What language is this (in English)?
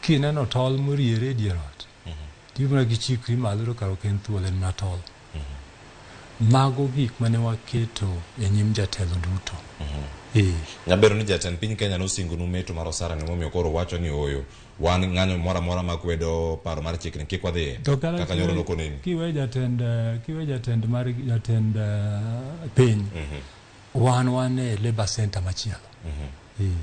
Luo (Kenya and Tanzania)